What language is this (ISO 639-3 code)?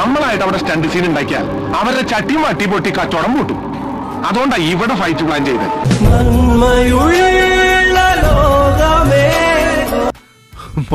mal